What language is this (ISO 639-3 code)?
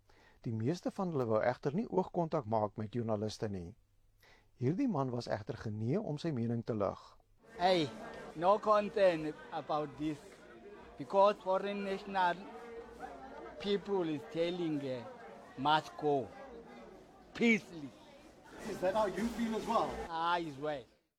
afr